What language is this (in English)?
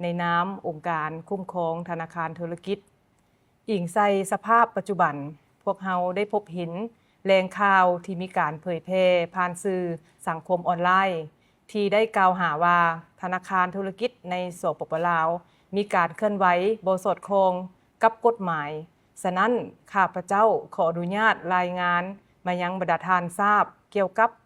Lao